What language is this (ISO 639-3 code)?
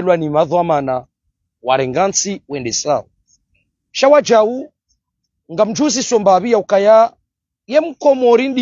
zdj